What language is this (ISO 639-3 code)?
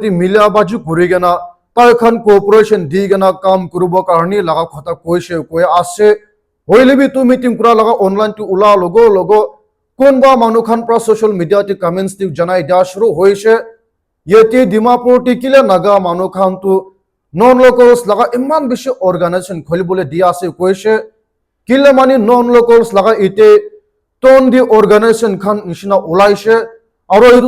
nag